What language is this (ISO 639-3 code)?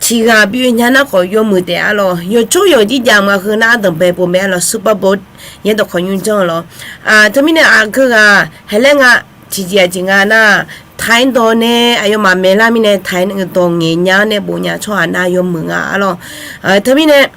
ahk